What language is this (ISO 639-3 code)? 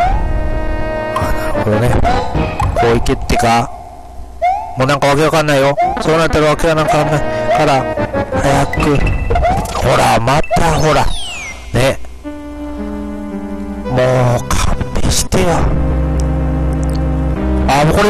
jpn